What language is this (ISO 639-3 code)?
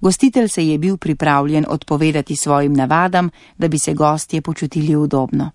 slv